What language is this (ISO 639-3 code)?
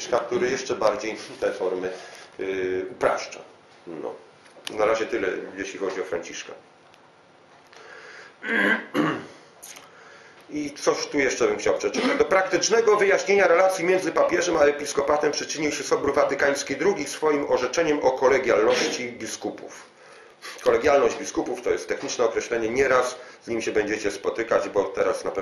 pol